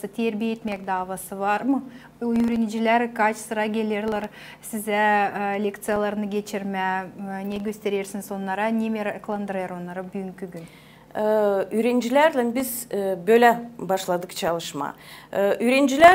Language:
Gagauz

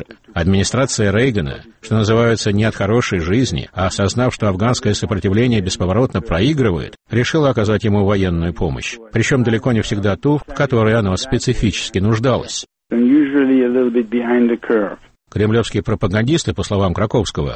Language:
Russian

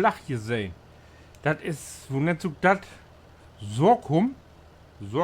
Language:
Low German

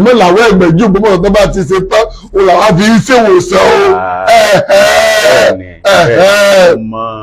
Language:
Yoruba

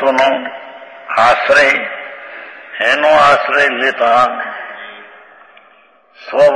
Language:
Gujarati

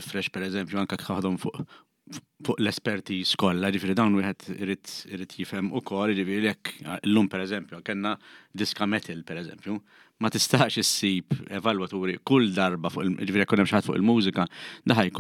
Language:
Maltese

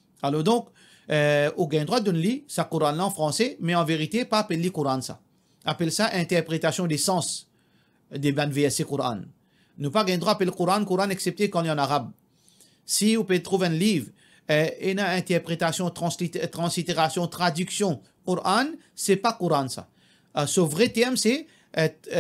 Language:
Morisyen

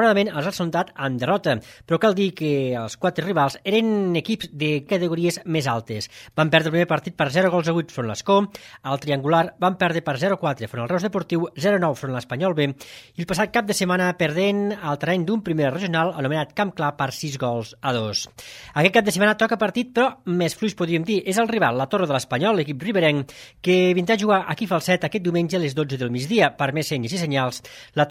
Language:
Catalan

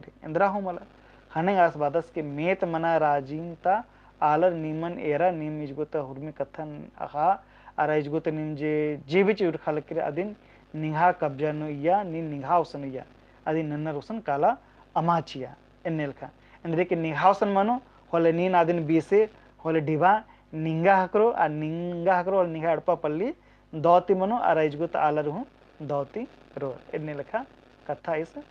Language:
Kurukh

